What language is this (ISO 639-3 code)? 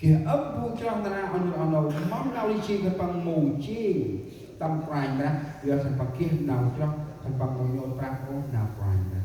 cmo